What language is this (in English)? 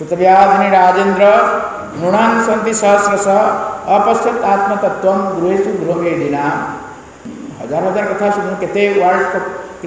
Odia